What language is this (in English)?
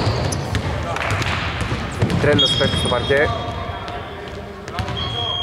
Greek